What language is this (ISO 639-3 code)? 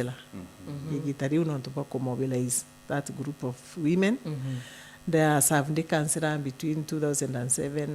mer